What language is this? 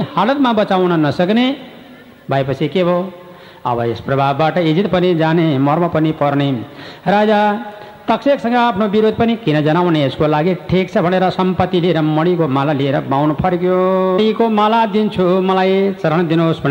Nepali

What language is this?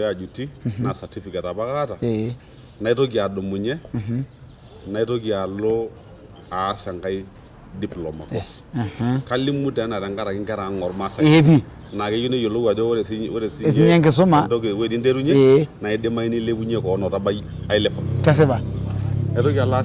Masai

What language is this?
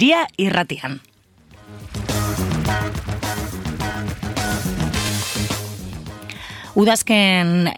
Basque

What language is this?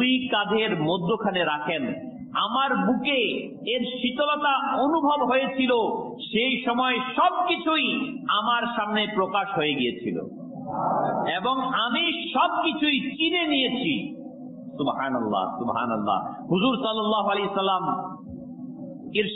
Bangla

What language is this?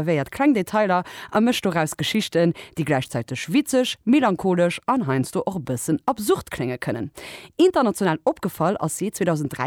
Luxembourgish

